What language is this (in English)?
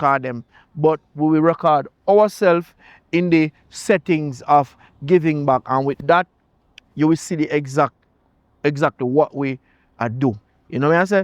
Jamaican Creole English